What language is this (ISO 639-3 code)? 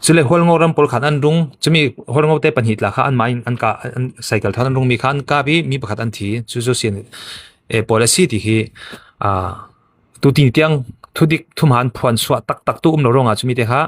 cfm